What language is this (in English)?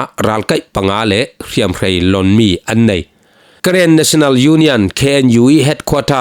Falam Chin